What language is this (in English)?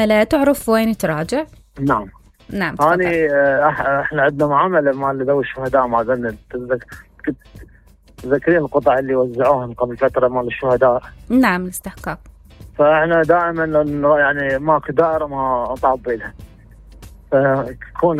Mesopotamian Arabic